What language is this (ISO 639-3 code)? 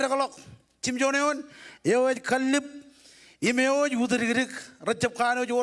mah